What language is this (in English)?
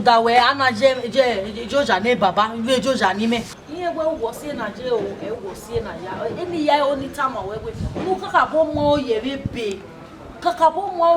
Bini